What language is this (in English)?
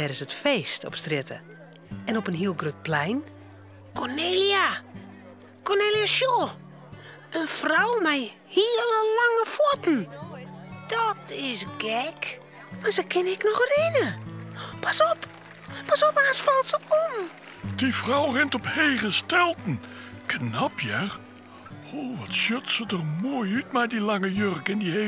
Western Frisian